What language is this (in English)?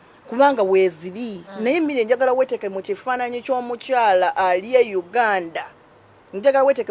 Ganda